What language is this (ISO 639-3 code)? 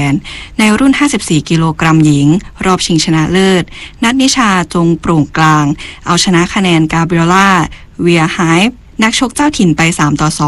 tha